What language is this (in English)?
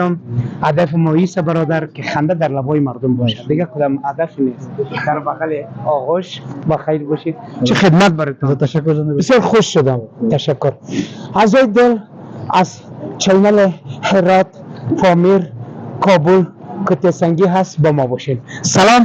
Persian